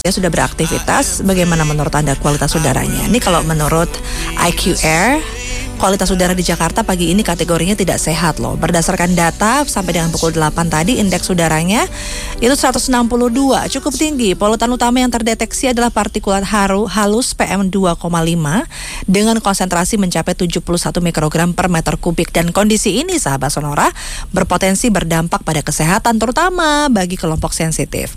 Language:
Indonesian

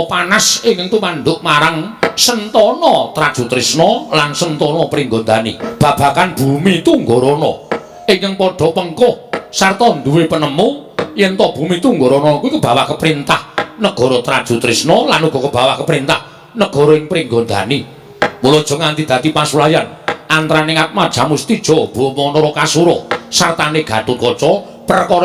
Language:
Javanese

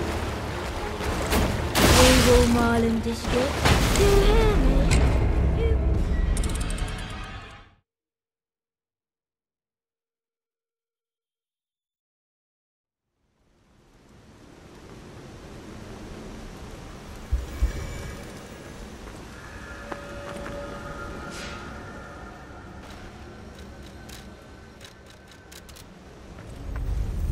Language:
English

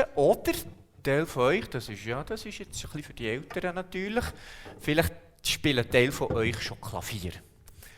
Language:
Swiss German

